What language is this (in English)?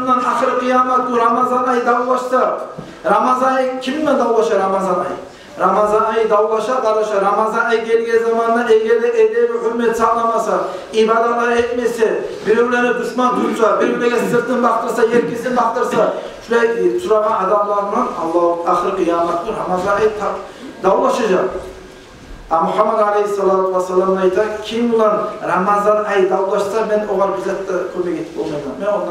Kumyk